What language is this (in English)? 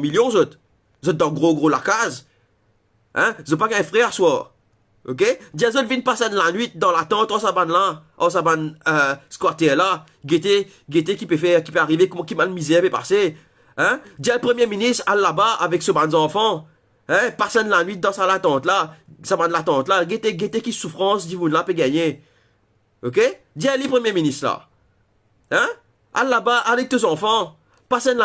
Morisyen